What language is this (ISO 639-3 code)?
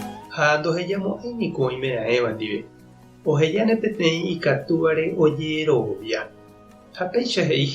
grn